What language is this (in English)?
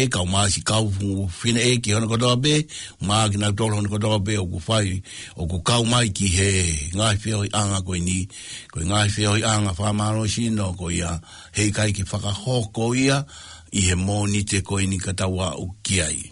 Tongan